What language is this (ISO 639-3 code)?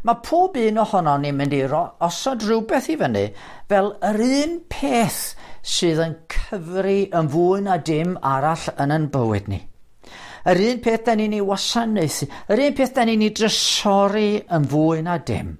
cym